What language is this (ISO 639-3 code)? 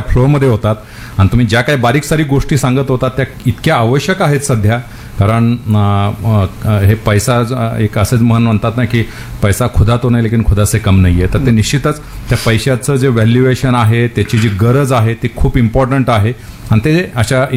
mar